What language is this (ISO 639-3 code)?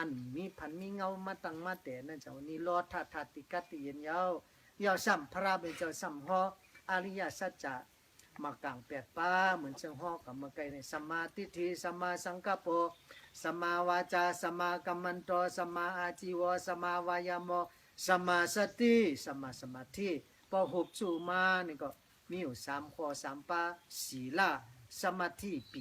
shn